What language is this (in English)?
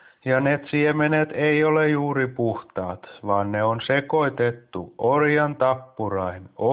Finnish